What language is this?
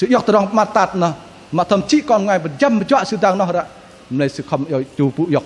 Bahnar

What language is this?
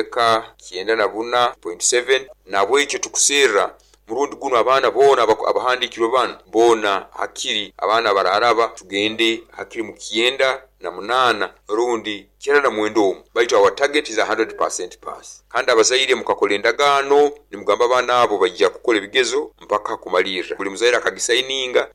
Nyoro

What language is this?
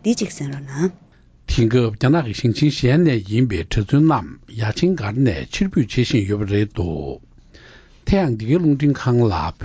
Tibetan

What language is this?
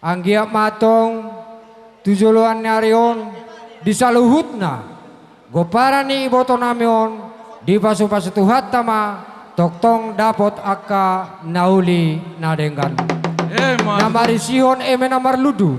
Batak Toba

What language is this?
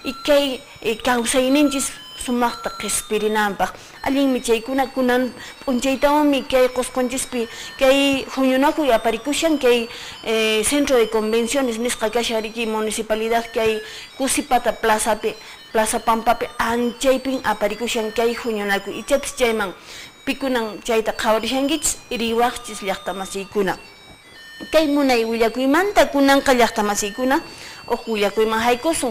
Quechua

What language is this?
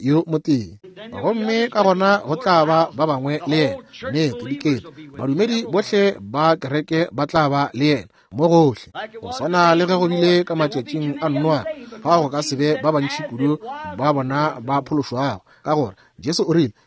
Northern Sotho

